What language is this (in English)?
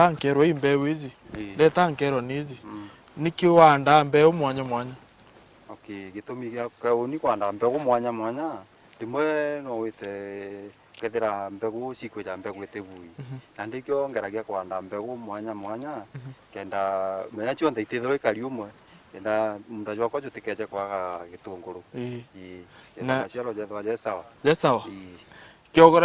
Meru